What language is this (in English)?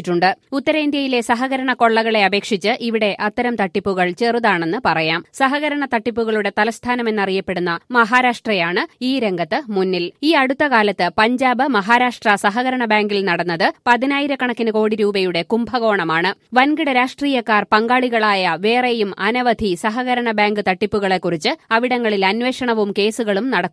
Malayalam